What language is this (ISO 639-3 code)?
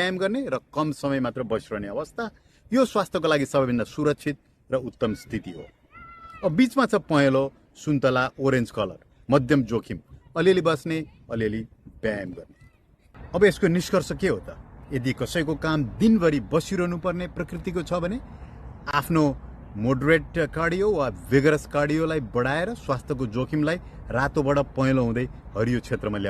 nep